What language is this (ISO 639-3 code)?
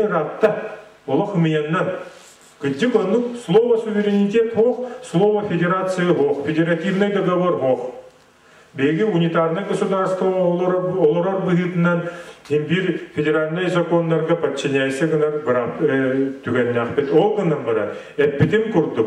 sah